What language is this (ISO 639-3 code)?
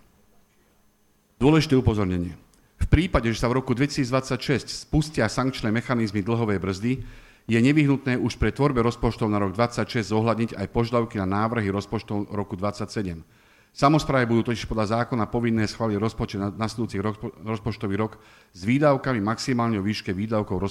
slk